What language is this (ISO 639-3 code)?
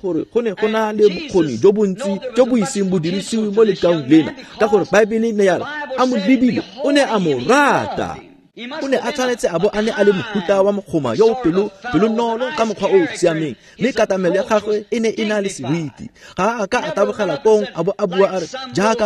tsn